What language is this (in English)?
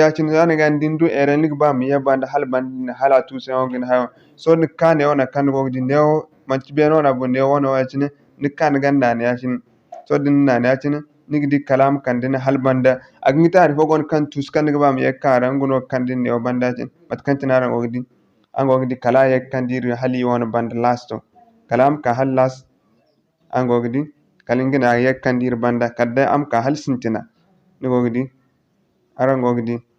Zarma